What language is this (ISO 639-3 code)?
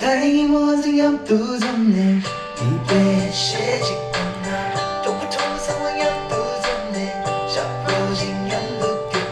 bod